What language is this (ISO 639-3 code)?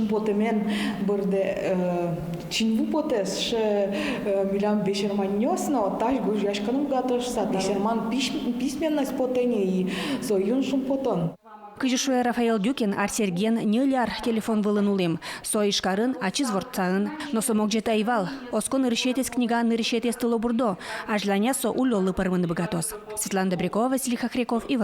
udm